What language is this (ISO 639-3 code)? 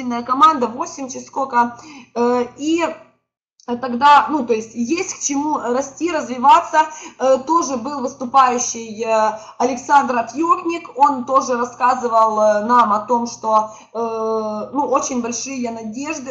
rus